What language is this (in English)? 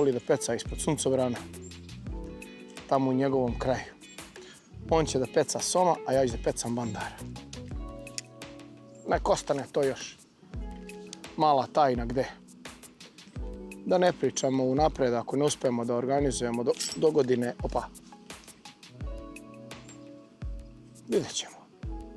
Serbian